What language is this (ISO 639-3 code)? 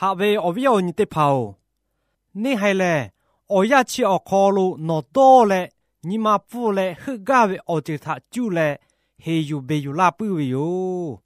lhu